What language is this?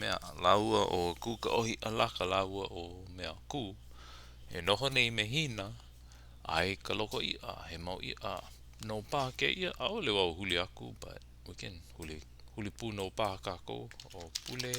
Hawaiian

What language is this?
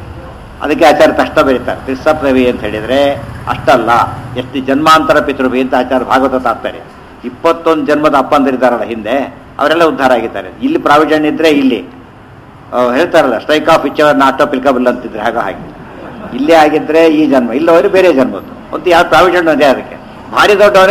Kannada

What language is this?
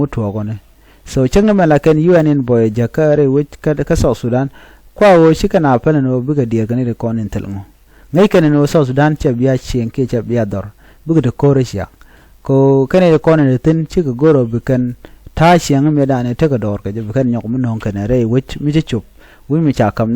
Nuer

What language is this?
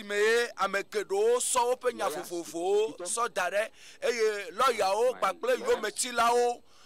Ewe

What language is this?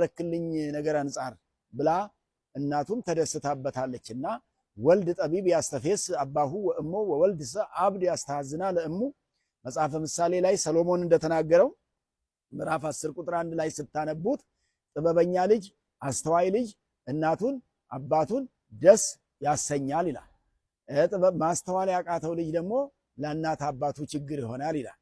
Amharic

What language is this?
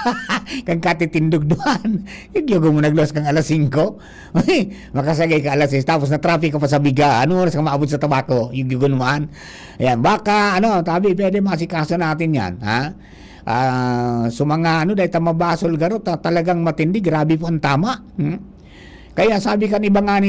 Bikol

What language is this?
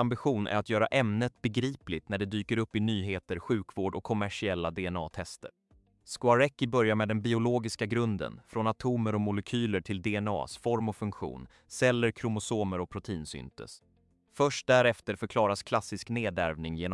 Swedish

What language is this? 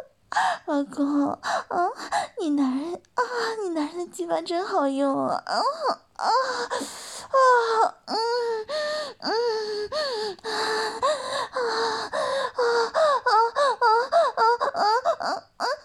Chinese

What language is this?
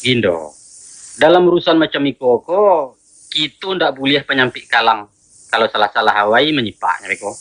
Minangkabau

